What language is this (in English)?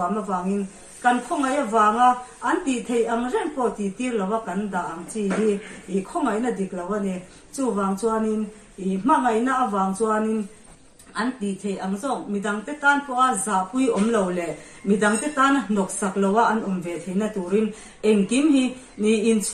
Mizo